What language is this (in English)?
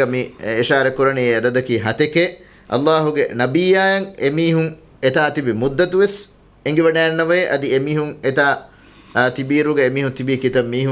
Divehi